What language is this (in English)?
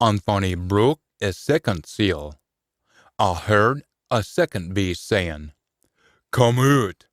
Scots